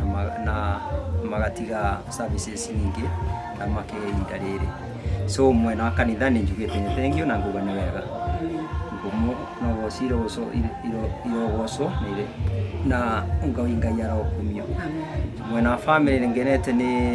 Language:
Kikuyu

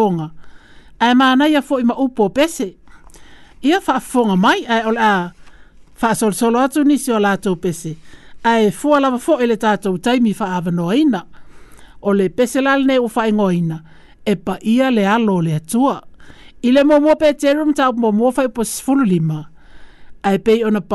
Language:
Samoan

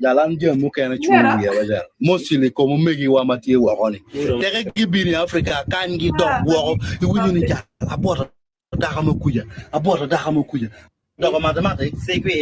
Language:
Acoli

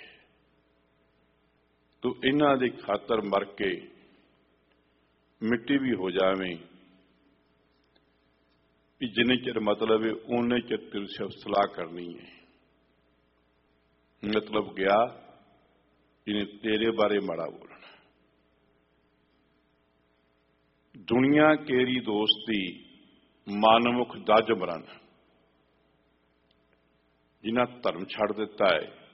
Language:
Punjabi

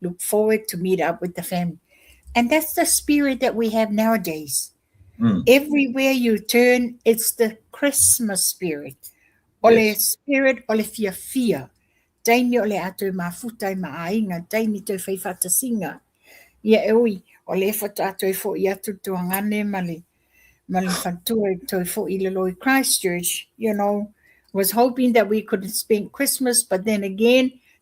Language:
Samoan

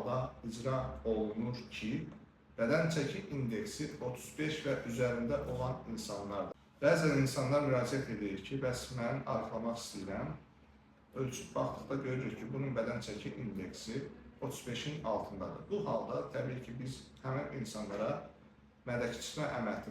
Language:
Azerbaijani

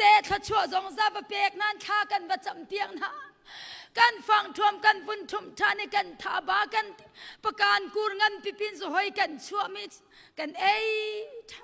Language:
Hakha Chin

